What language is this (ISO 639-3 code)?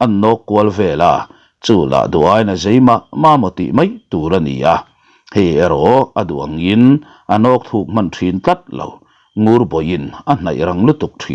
lus